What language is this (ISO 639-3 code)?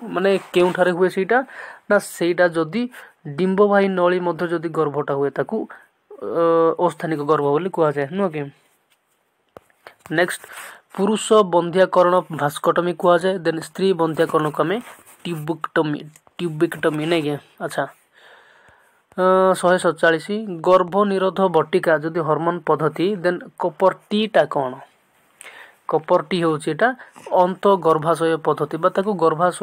ori